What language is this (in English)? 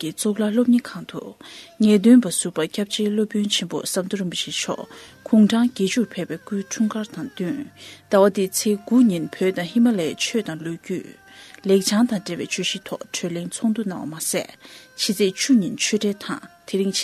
Tibetan